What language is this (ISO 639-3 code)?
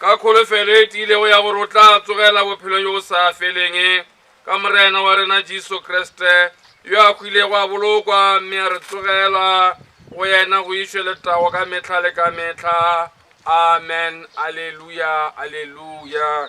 nso